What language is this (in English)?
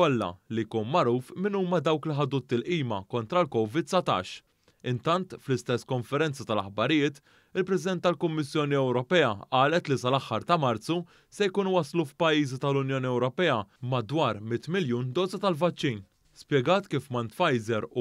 Maltese